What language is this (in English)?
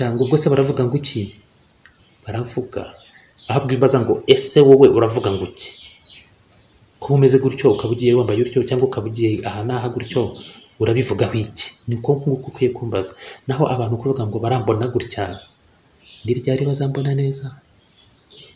Kinyarwanda